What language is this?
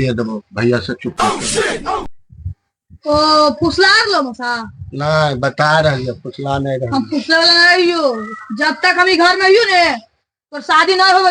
Magahi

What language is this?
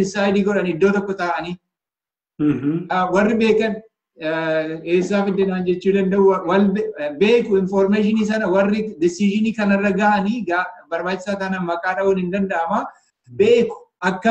Oromo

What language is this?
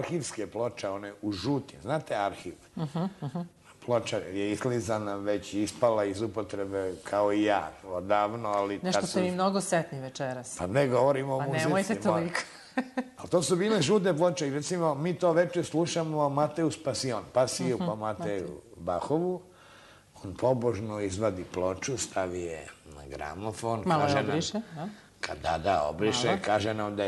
Serbian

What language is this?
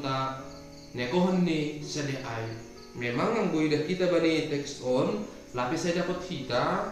Batak Simalungun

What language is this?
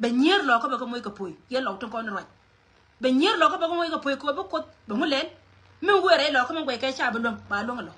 Nuer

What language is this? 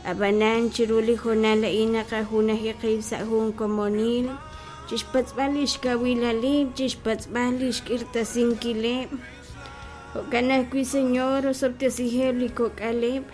Kekchí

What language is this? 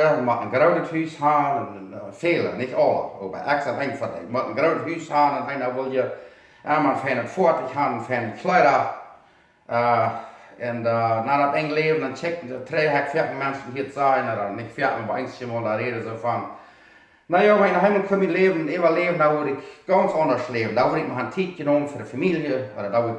Plautdietsch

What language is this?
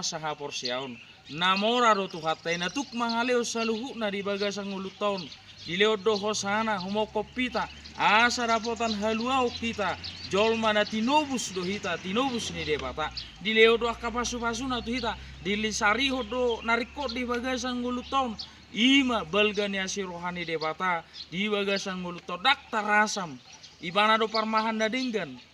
Batak Toba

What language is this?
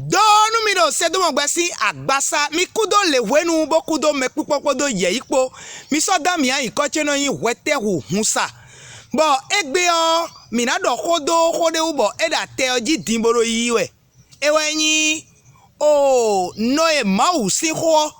Fon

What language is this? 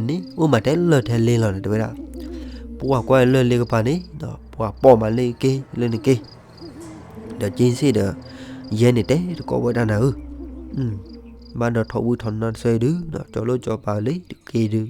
S'gaw Karen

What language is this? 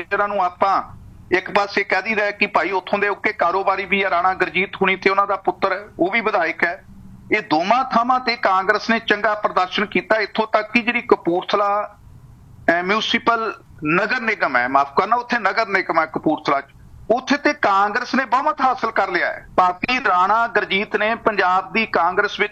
Punjabi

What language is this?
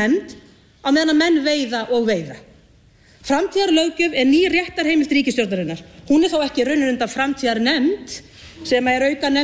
Icelandic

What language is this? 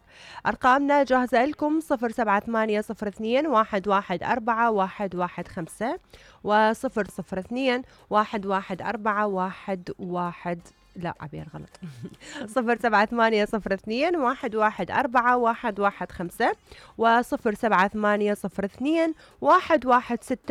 Mesopotamian Arabic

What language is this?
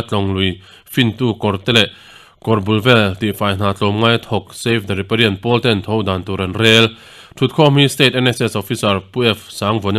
Mizo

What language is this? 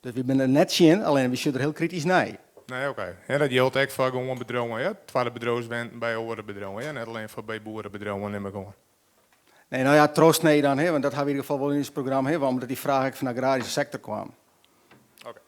Western Frisian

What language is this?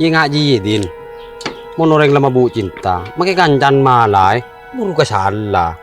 Madurese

